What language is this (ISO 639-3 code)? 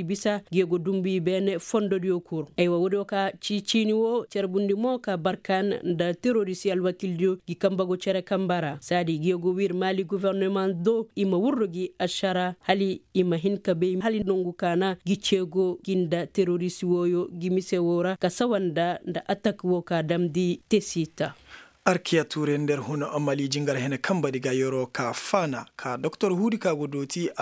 ses